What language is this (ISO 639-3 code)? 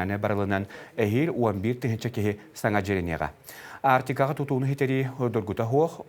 sah